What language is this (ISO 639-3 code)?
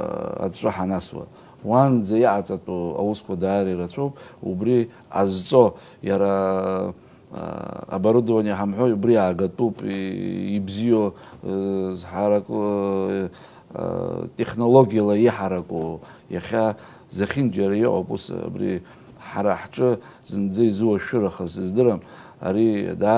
abk